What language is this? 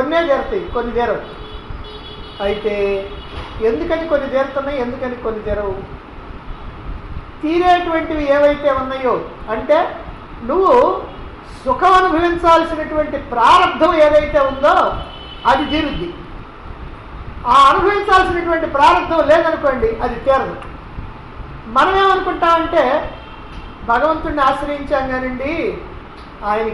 Telugu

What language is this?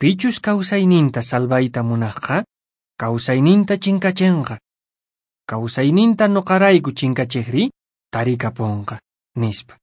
Quechua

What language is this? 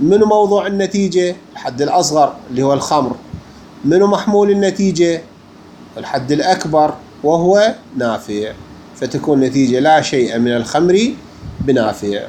Mesopotamian Arabic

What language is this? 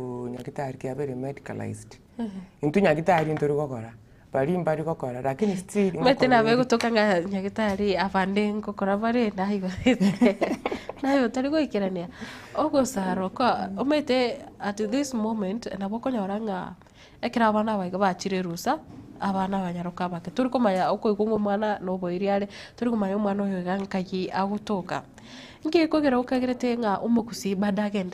Gusii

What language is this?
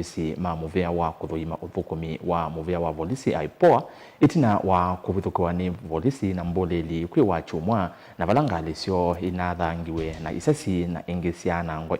Kamba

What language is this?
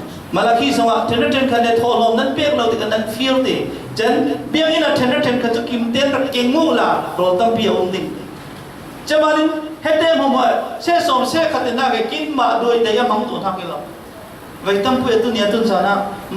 Falam Chin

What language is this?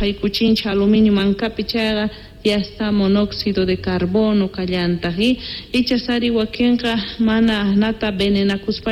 Quechua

